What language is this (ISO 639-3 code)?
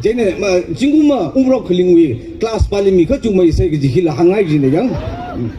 nmf